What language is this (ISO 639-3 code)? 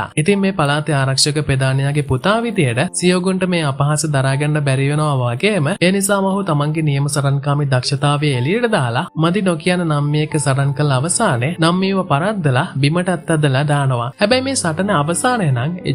sin